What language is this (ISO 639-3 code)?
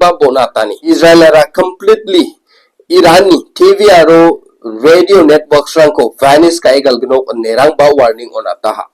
grt